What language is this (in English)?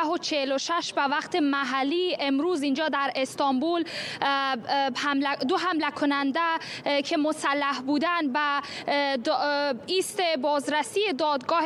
Persian